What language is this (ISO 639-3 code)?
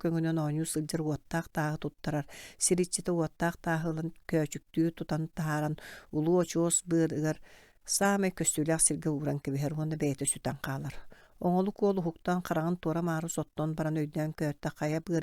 sah